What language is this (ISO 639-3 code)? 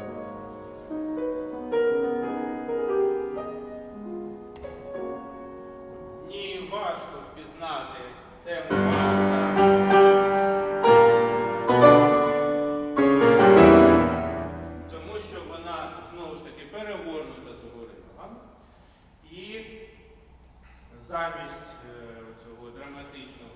ukr